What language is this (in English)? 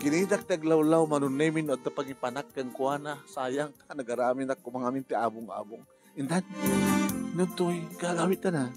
Iloko